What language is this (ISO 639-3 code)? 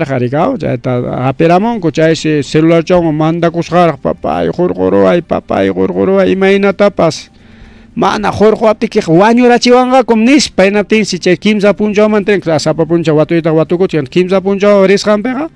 quy